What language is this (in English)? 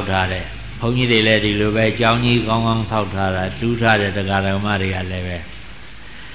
Burmese